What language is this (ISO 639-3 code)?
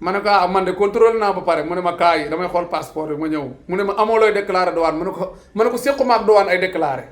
wol